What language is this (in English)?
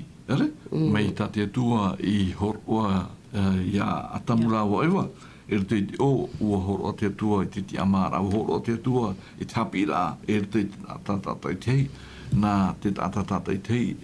Tahitian